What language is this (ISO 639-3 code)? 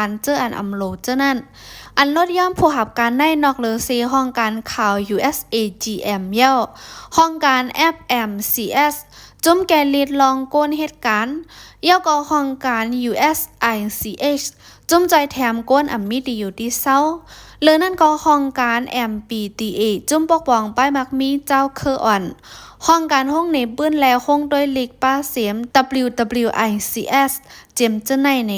shn